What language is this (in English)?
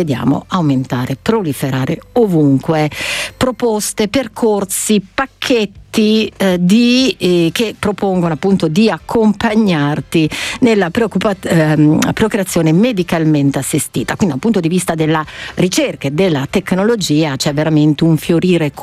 Italian